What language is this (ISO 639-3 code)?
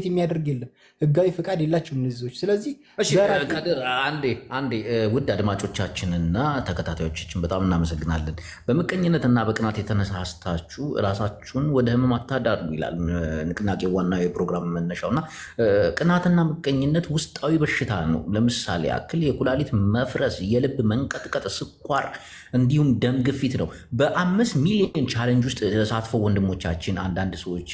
amh